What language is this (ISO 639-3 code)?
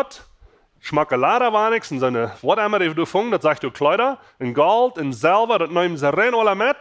pdt